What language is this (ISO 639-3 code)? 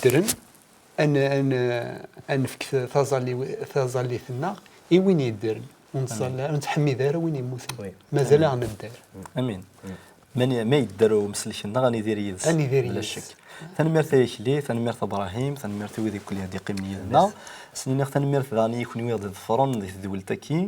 kab